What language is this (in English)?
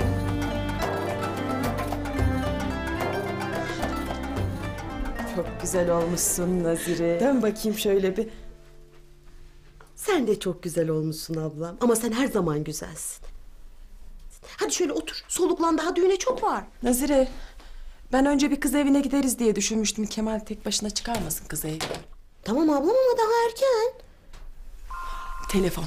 Turkish